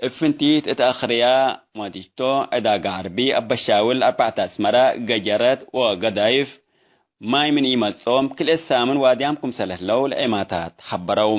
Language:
Tigre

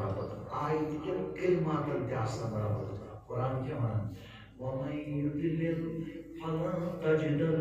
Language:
Kashmiri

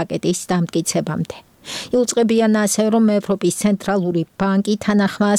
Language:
Georgian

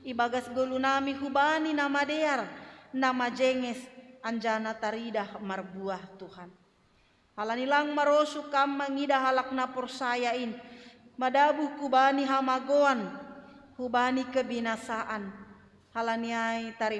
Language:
Batak Simalungun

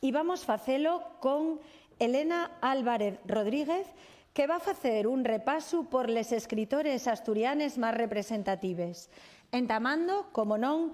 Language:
Asturian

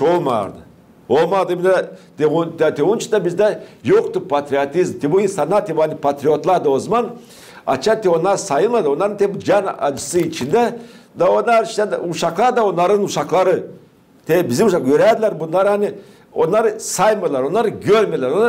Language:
Gagauz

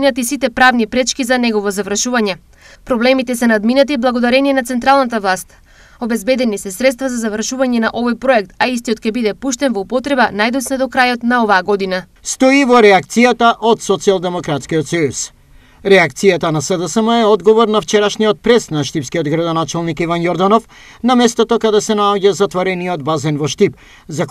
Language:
Macedonian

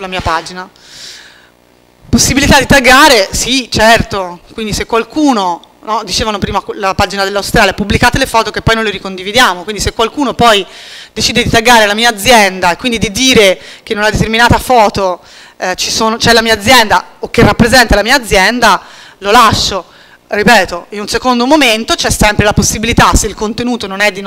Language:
Italian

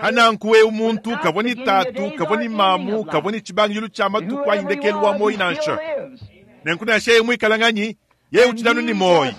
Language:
Luba-Lulua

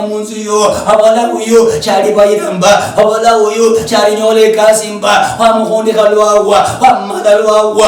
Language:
Luyia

